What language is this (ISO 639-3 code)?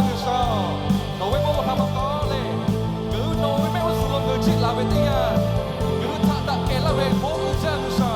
lhu